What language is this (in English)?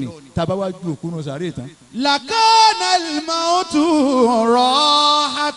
Yoruba